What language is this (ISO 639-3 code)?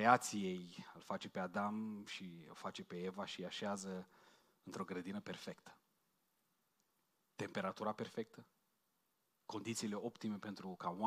ron